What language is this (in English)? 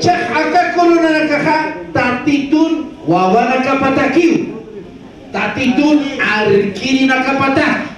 Aymara